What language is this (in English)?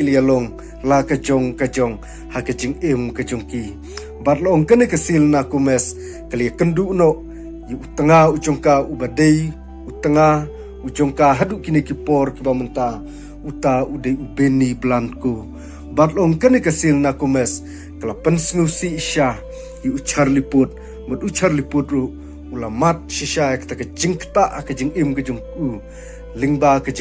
Khasi